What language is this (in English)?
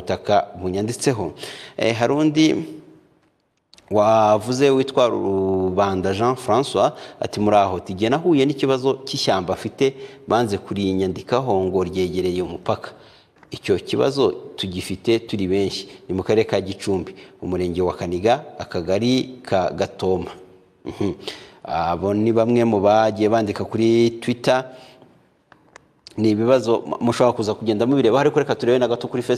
Kinyarwanda